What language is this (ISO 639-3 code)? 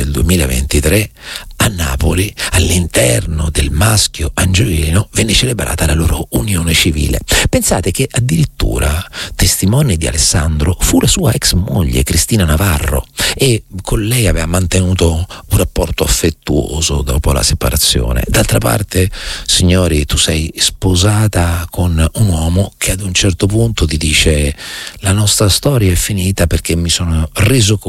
ita